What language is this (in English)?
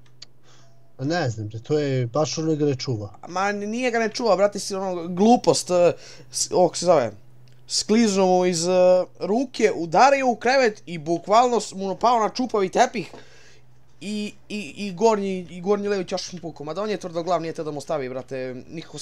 Serbian